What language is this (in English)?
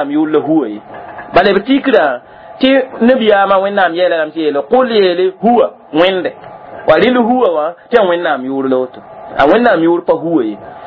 Mossi